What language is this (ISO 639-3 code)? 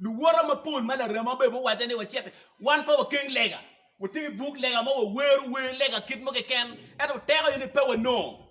ach